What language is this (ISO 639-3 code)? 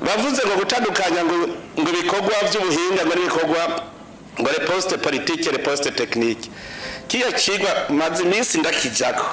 run